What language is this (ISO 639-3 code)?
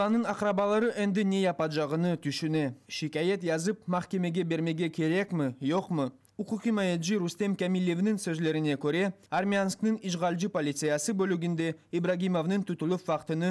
crh